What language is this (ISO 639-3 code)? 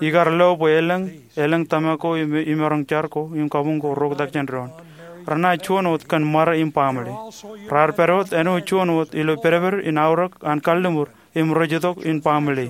mah